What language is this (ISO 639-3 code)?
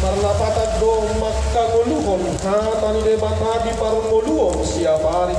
bbc